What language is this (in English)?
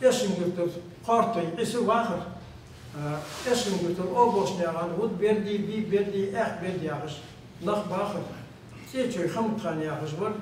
Ingush